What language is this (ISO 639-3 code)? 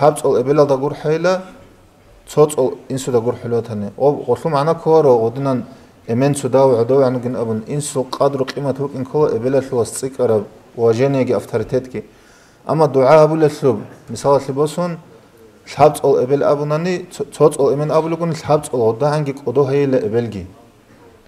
ava